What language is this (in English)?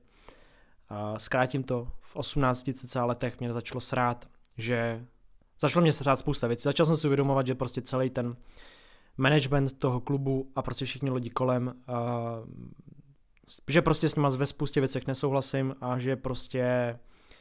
Czech